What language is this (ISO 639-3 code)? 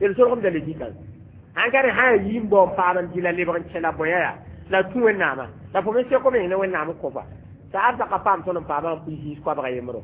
mos